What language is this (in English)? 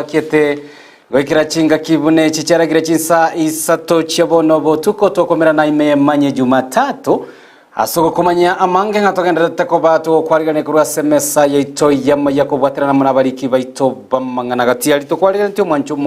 Gusii